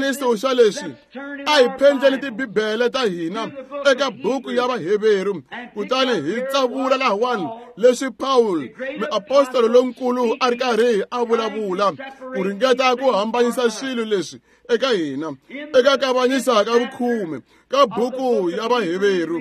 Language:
Tsonga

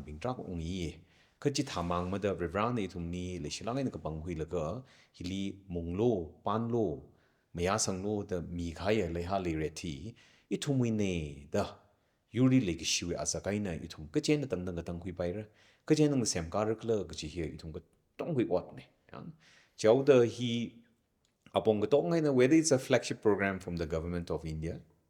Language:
Tangkhul Naga (India)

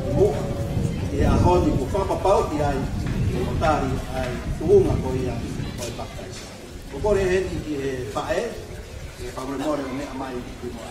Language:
Tongan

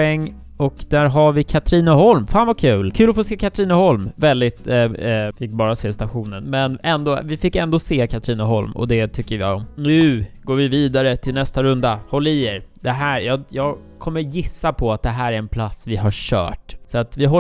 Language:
Swedish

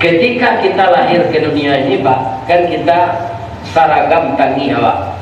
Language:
Minangkabau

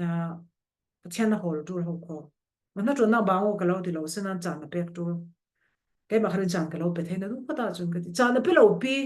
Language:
Falam Chin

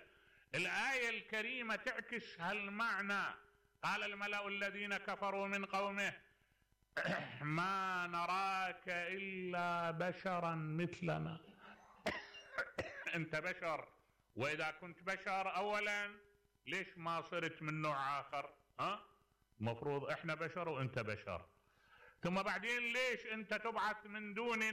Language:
Mesopotamian Arabic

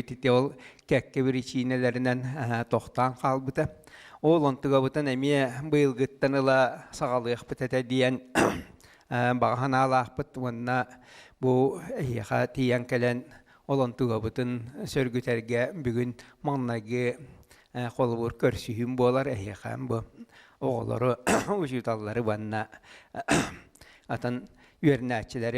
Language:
Yakut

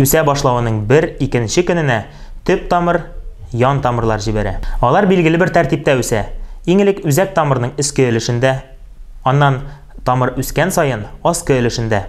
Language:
Tatar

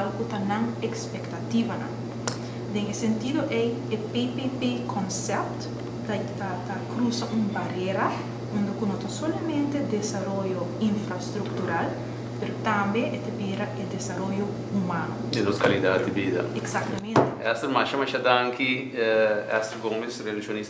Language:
Papiamento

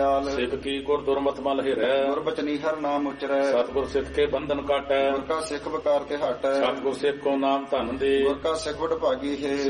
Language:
Punjabi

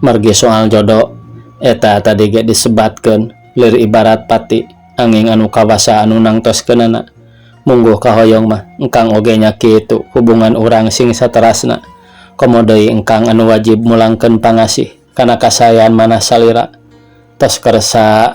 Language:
Sundanese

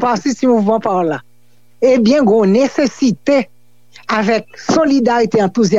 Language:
Haitian Creole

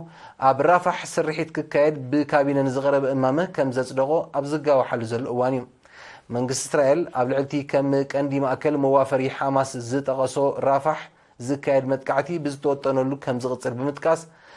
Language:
Tigrinya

